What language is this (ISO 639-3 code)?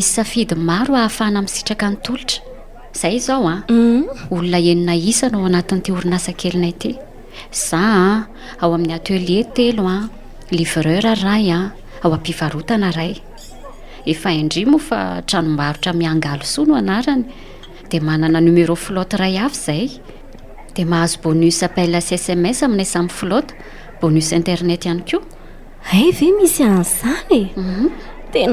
mlg